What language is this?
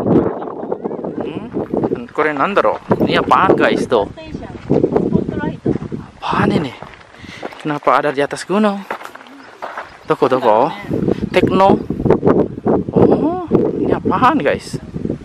Indonesian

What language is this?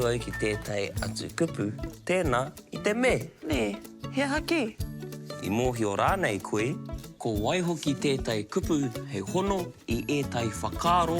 Māori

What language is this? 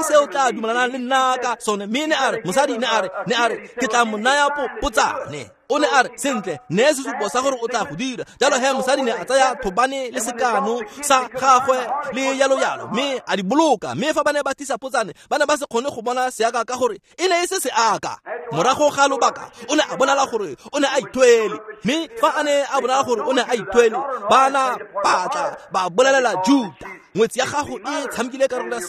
Tswana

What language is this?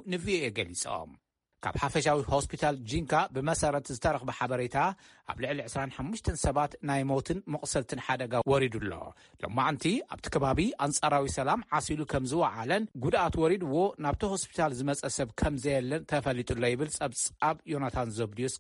Tigrinya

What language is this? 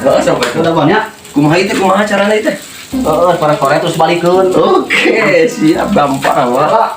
Sundanese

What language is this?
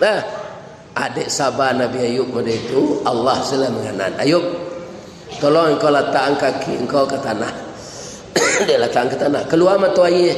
Minangkabau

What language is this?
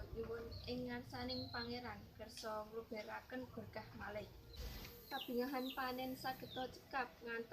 Javanese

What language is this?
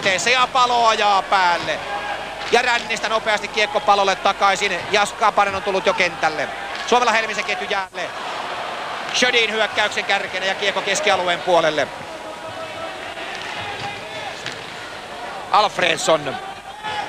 Finnish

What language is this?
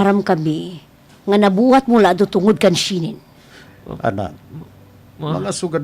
Waray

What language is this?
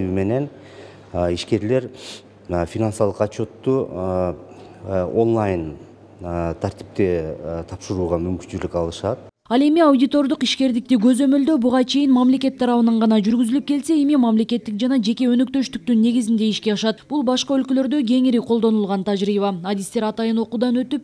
Kyrgyz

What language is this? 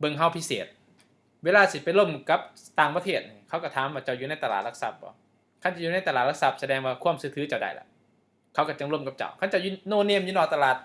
Lao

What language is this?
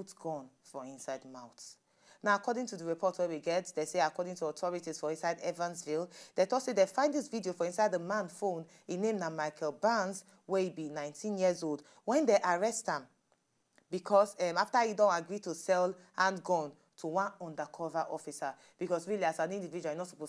Nigerian Pidgin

